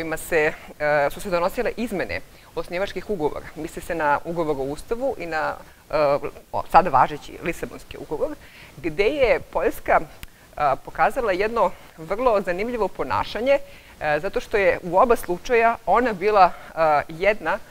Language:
Serbian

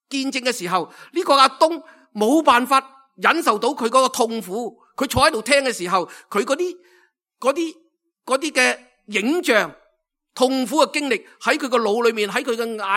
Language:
Cantonese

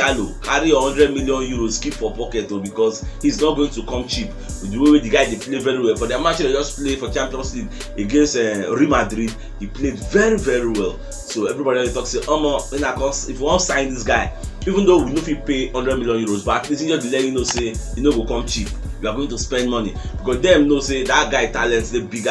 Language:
Nigerian Pidgin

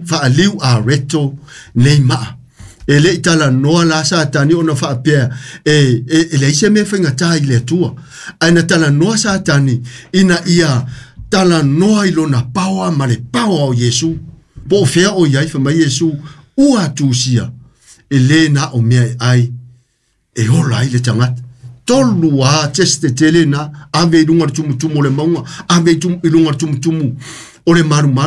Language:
Samoan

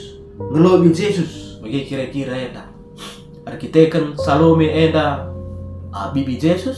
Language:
Batak Karo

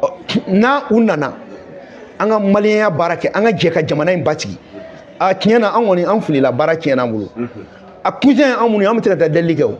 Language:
Bambara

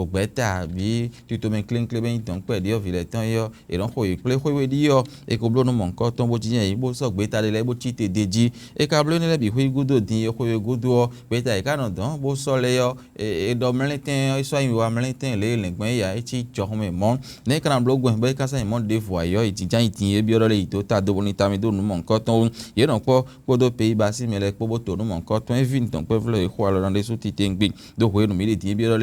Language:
Fon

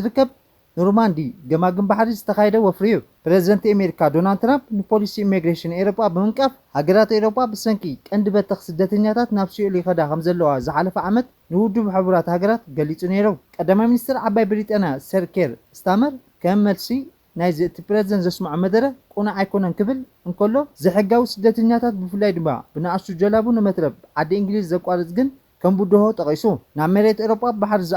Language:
Tigrinya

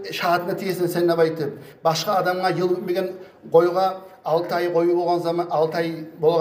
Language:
Kumyk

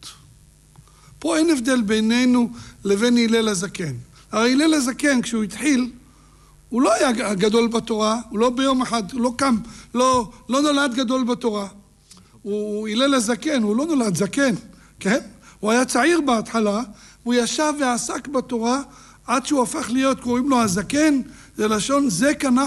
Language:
Hebrew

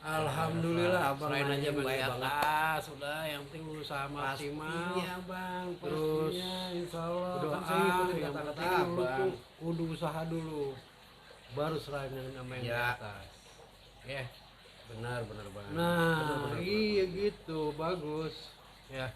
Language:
Betawi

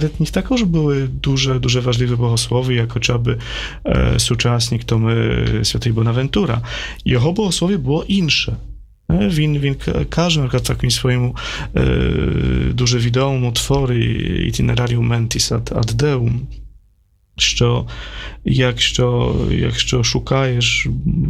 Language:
Ukrainian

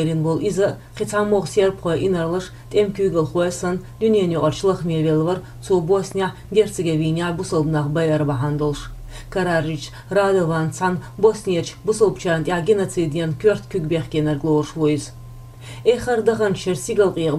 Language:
Chechen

